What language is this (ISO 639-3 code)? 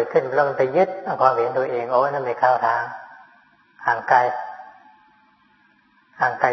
tha